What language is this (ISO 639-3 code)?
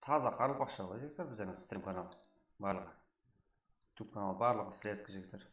kaa